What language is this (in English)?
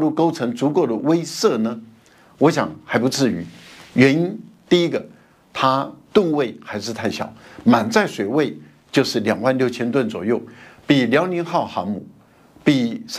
Chinese